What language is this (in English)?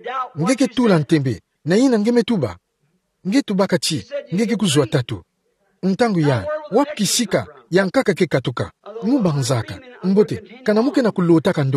Kituba (Democratic Republic of Congo)